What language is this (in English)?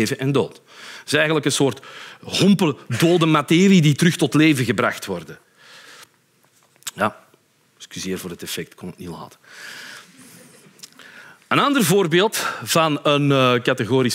Dutch